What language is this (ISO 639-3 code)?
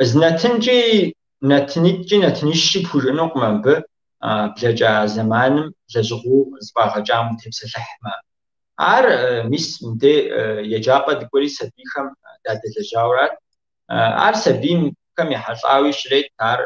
kbd